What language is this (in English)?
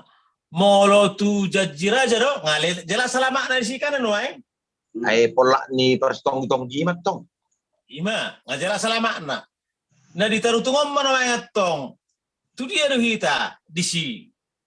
Batak Toba